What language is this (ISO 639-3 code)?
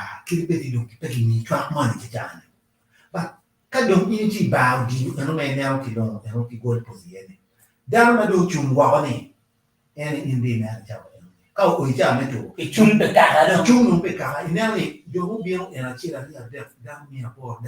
ach